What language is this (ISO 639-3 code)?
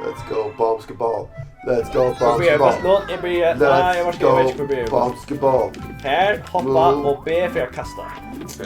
fao